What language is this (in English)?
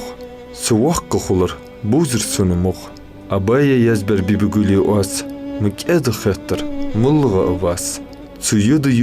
Ingush